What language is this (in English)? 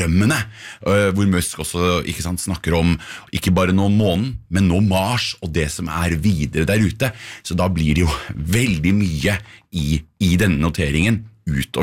Norwegian